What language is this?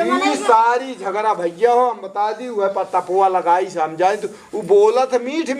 Awadhi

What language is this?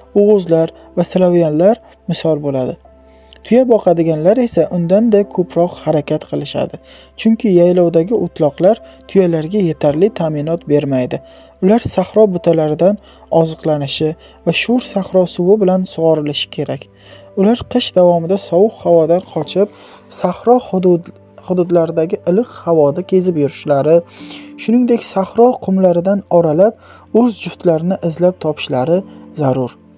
Uzbek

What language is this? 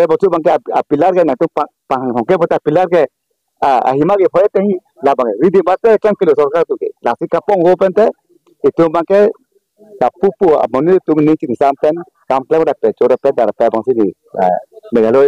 Karbi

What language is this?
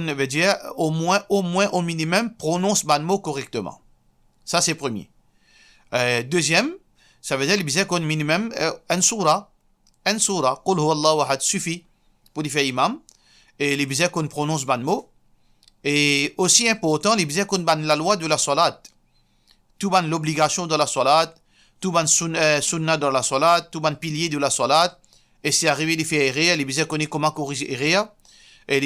Morisyen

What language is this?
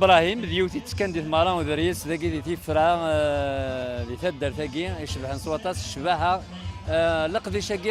Kabyle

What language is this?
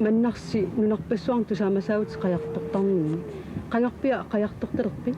Kalaallisut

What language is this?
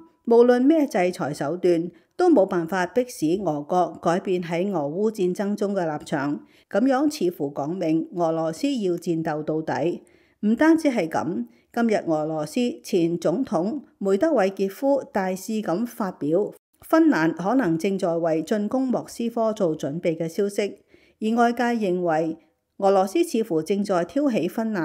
Cantonese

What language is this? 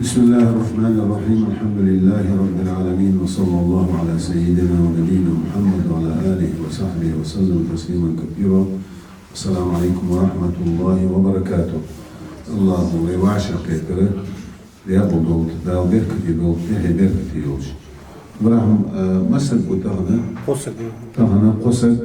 Ingush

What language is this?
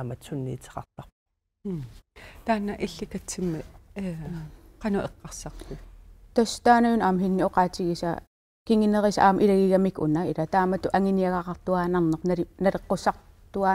Kalaallisut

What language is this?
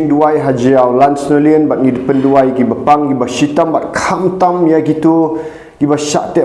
Khasi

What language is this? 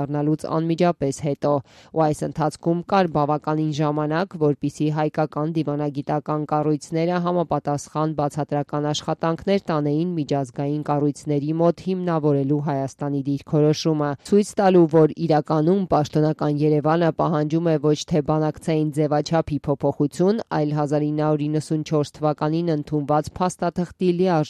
Armenian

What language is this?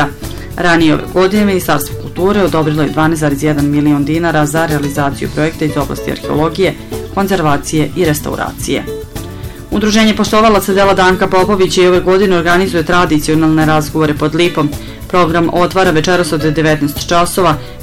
Serbian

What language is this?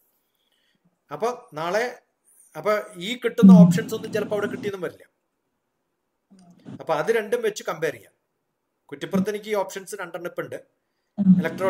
Malayalam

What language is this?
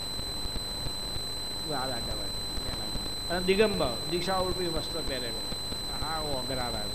Gujarati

